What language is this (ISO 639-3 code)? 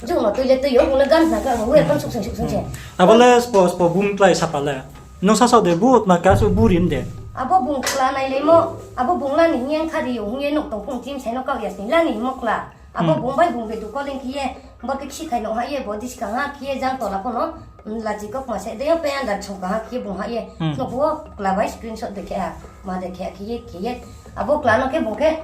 ria